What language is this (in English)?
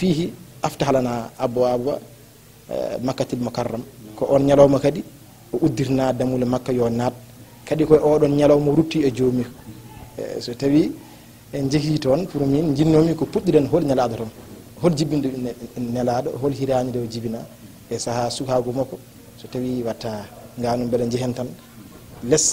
Fula